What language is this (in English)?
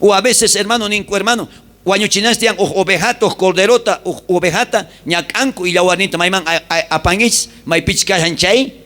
South Bolivian Quechua